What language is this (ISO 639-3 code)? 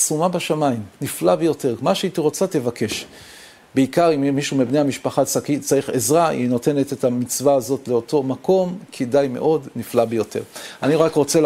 heb